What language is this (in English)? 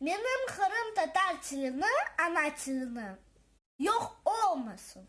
Crimean Tatar